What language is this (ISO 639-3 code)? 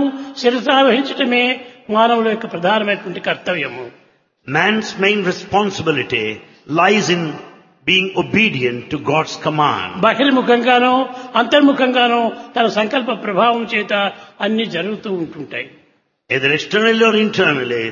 tel